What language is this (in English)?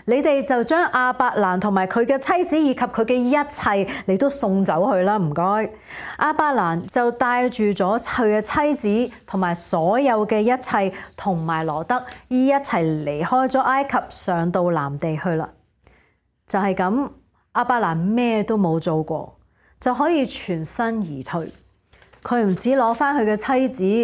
Cantonese